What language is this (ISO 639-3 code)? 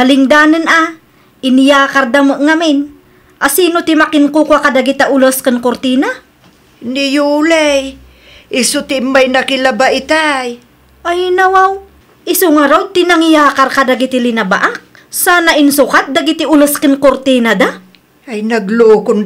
ilo